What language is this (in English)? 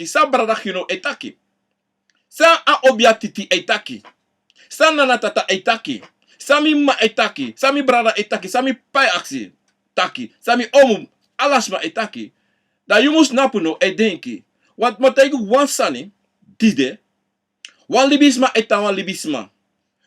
Sranan Tongo